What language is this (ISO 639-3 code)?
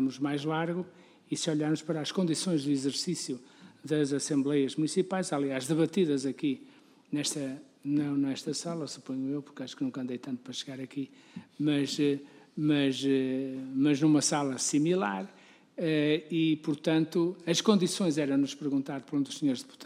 por